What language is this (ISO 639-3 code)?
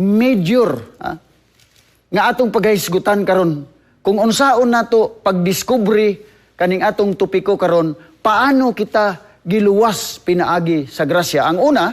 ceb